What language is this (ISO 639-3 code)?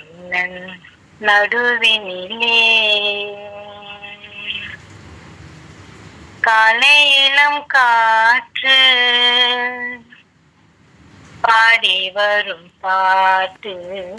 tam